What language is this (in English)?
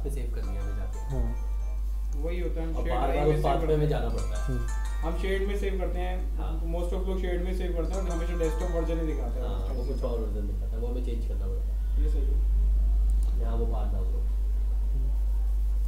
Hindi